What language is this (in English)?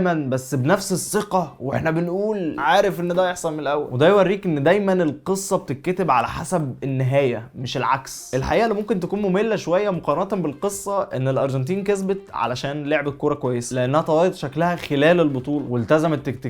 Egyptian Arabic